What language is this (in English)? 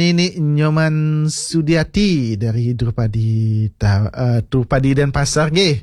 Balinese